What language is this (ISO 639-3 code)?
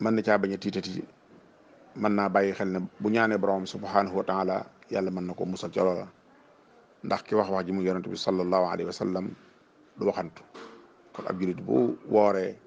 wol